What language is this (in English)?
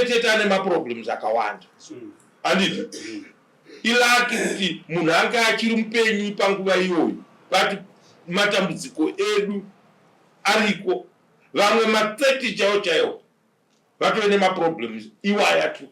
Shona